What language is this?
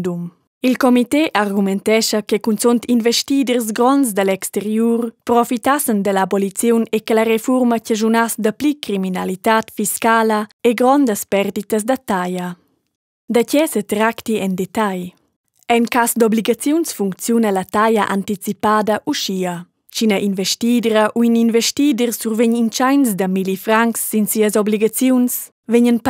Romansh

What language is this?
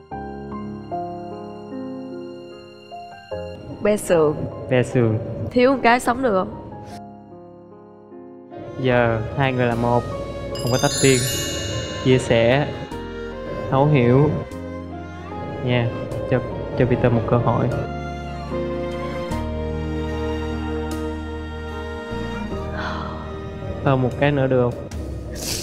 Vietnamese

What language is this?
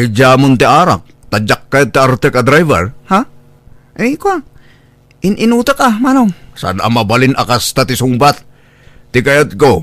Iloko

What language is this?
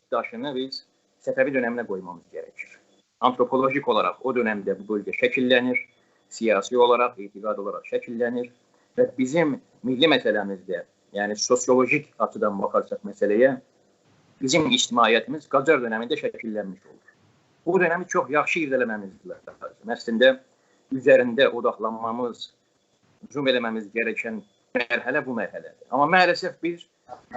South Azerbaijani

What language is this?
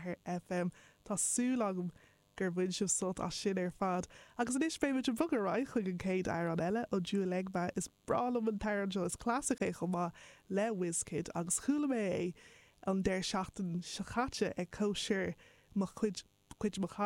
Irish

